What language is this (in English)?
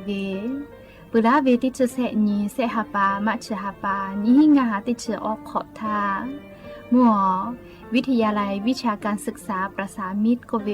Lahu